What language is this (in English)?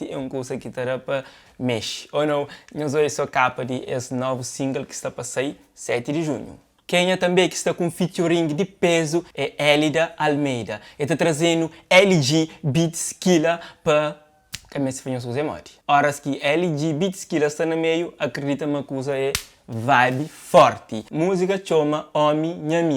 Kabuverdianu